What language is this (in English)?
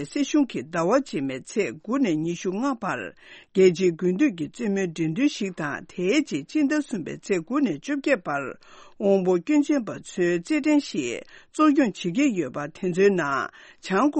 Tibetan